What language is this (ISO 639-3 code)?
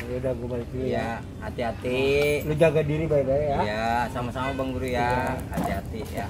bew